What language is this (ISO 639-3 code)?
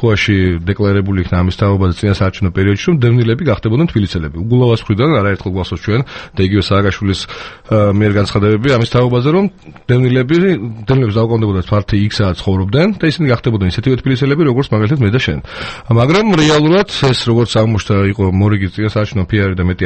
kat